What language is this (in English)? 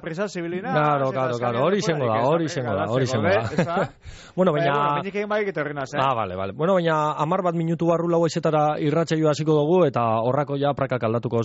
Basque